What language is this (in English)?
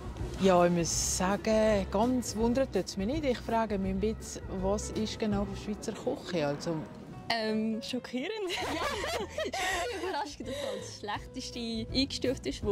Swiss German